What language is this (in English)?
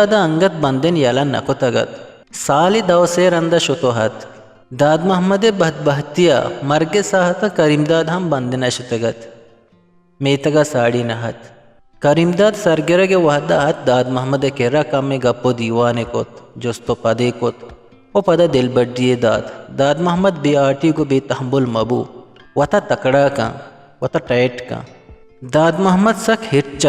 Eastern Balochi